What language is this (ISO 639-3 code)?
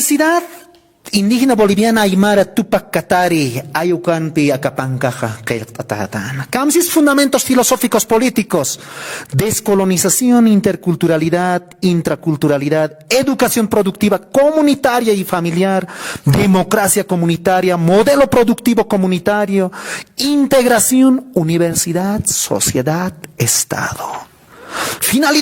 aym